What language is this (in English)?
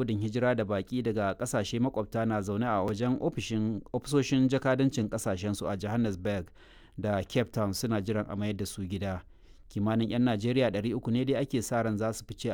Hausa